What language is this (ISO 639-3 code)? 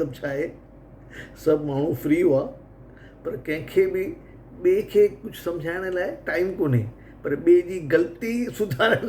snd